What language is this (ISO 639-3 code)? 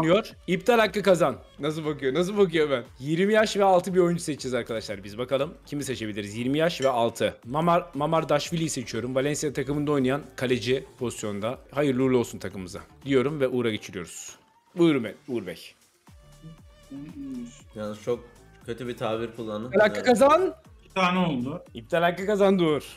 tur